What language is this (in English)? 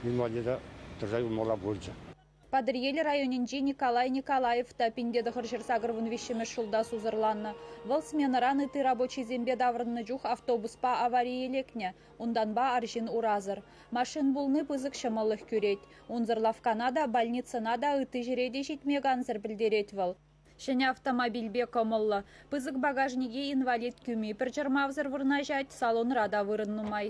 Chuvash